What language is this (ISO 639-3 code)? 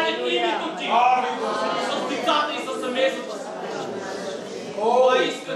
bul